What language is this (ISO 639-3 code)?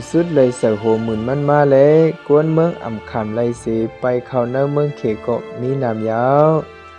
shn